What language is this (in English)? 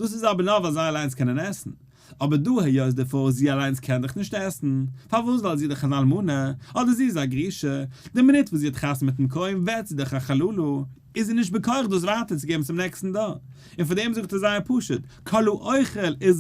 Yiddish